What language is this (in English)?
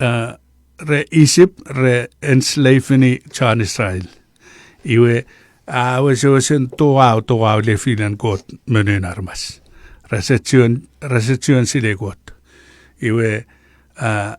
Chuukese